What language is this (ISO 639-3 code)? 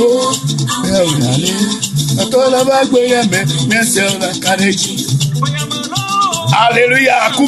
ewe